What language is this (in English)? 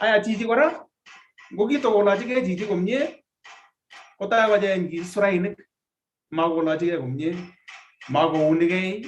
Kalenjin